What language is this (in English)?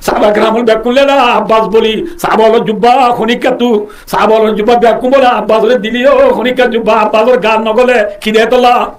Rohingya